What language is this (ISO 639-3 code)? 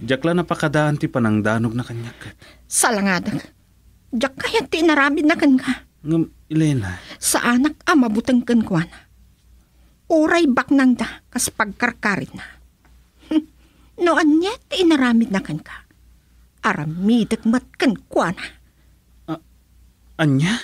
ilo